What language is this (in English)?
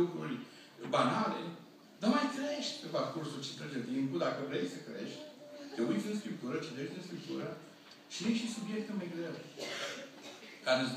Romanian